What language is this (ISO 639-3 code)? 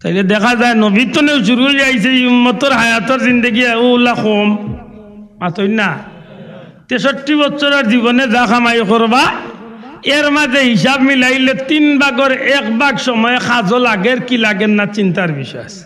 syl